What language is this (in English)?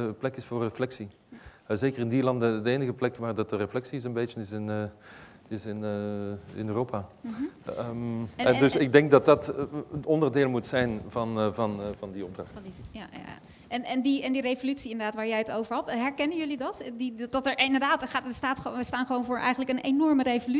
Dutch